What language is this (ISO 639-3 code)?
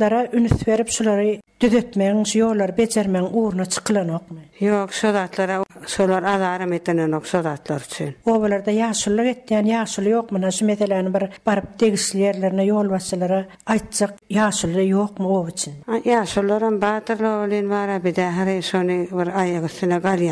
tuk